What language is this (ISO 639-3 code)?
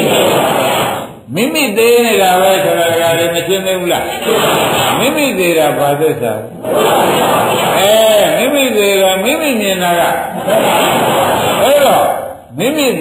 mya